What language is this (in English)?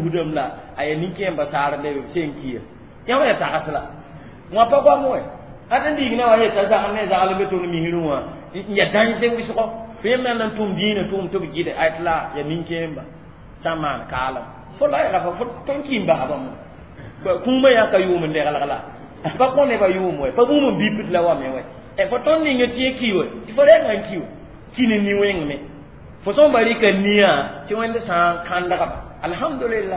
Mossi